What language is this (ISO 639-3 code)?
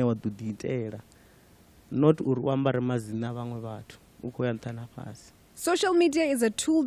ven